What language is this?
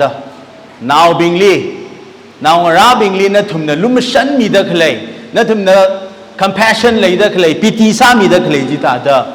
Tangkhul Naga (India)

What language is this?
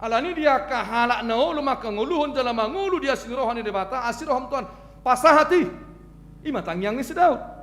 Batak Toba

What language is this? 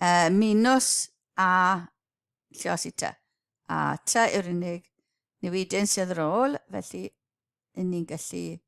Welsh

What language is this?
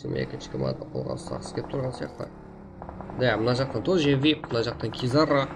Kara-Kalpak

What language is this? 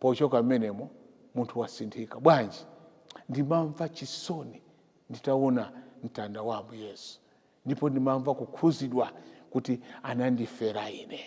Nyanja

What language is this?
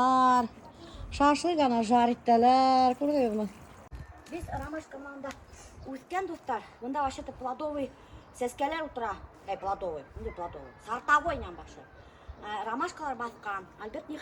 Bashkir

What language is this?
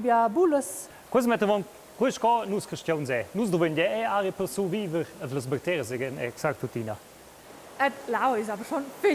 Romansh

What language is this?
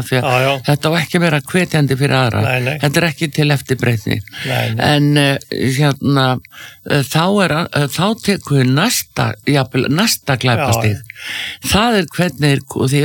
Icelandic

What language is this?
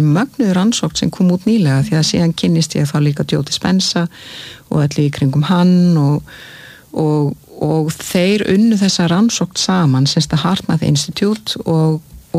Icelandic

